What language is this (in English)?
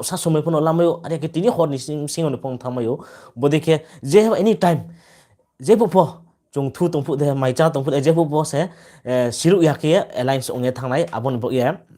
Riang (India)